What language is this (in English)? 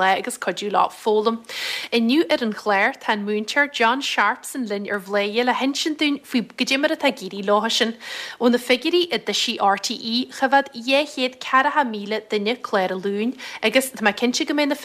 Irish